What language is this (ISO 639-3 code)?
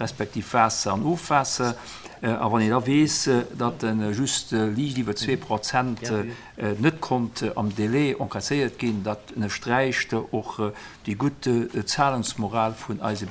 ltz